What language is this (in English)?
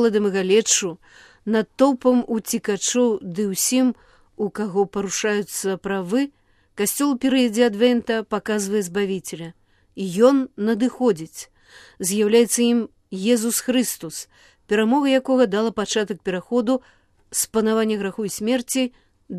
Belarusian